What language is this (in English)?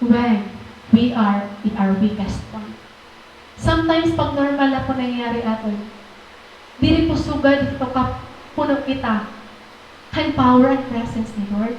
Waray